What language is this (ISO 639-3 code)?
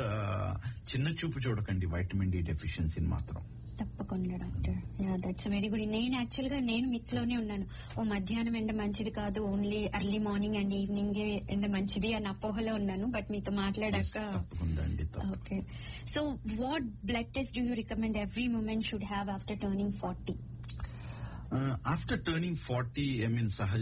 tel